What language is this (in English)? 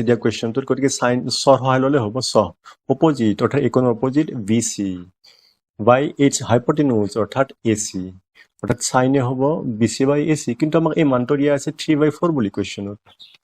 Assamese